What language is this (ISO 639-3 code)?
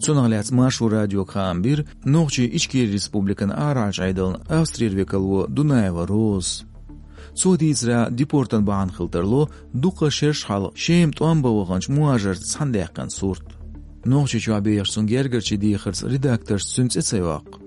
che